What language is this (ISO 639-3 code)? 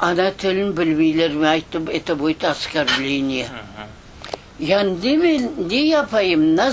crh